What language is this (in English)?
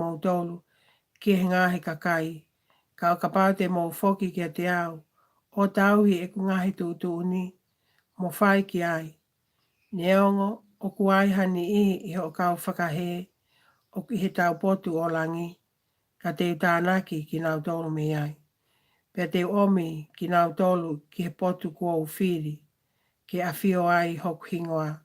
Tongan